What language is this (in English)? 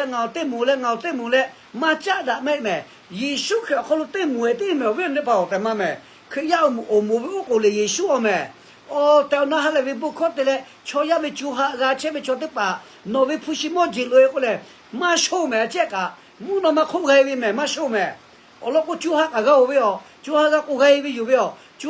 Lahu